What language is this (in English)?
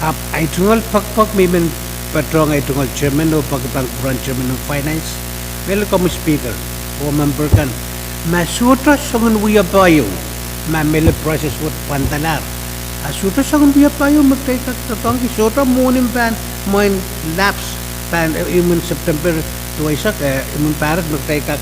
Pohnpeian